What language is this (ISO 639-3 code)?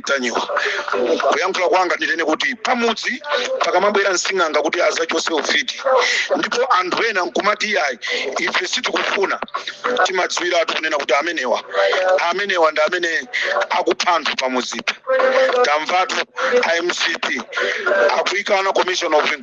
nya